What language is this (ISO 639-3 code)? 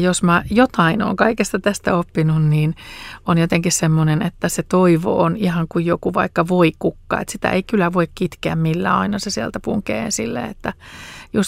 fin